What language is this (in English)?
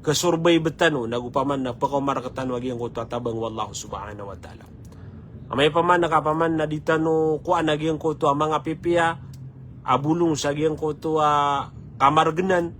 Maranao